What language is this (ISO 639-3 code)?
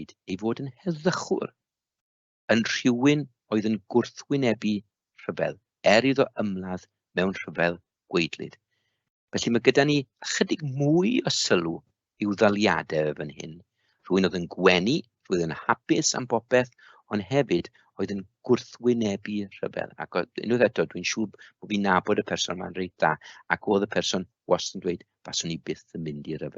cym